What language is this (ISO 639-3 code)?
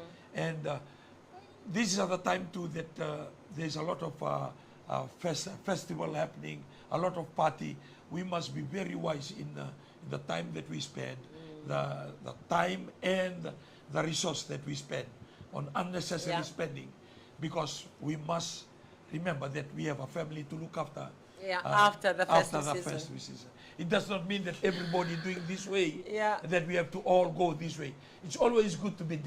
fij